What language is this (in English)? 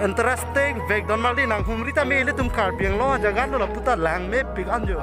Karbi